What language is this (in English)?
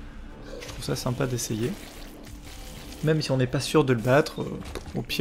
French